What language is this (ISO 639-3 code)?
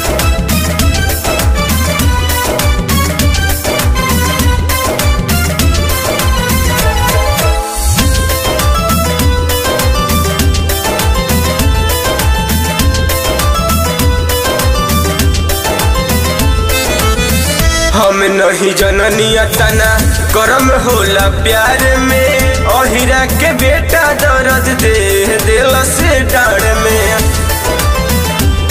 bho